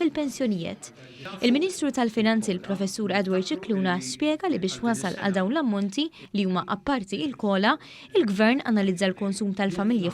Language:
Maltese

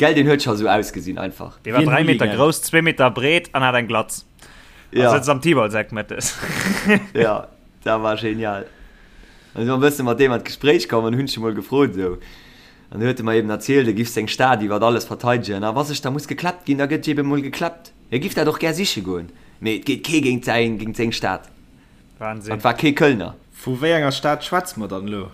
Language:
Luxembourgish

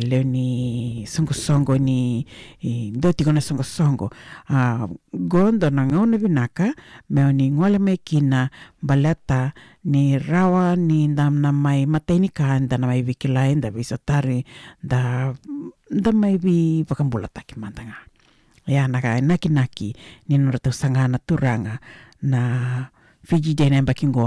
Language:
Fijian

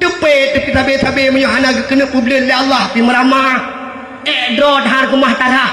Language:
Achinese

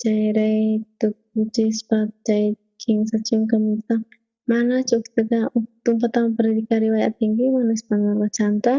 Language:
South Bolivian Quechua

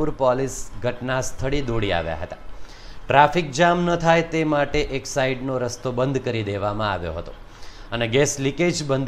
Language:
Gujarati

